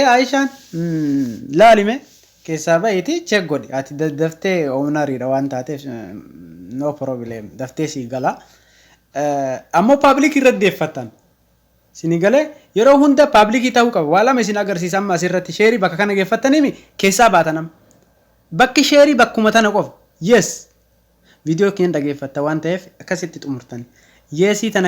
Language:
Oromo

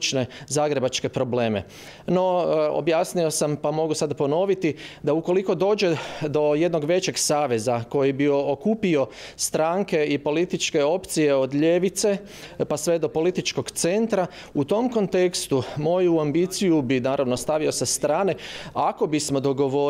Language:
Croatian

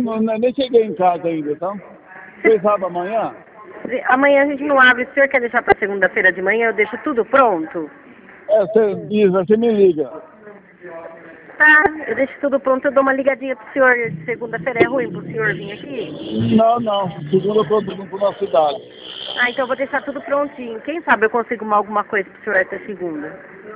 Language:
Portuguese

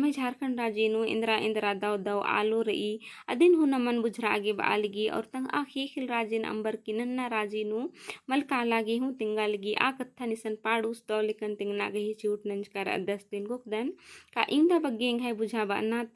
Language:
Kurukh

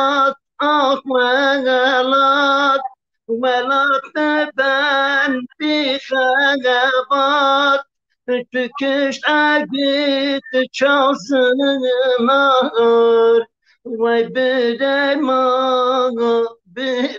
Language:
Zaza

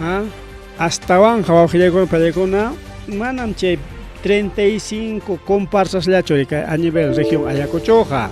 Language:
Ayacucho Quechua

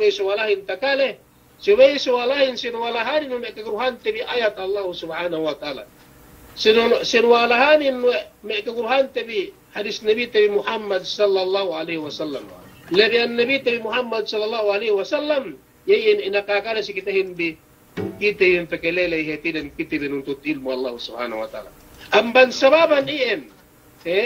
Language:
Yakan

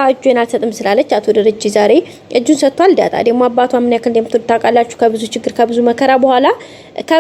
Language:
Amharic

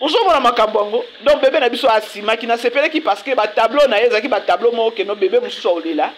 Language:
Lingala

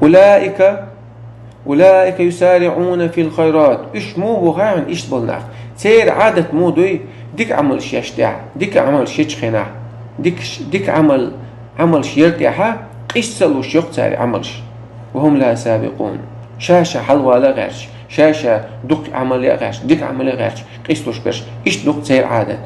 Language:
Chechen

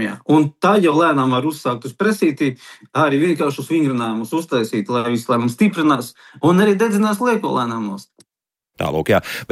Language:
Latvian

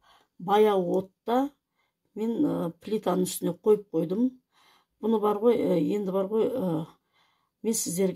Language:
Kazakh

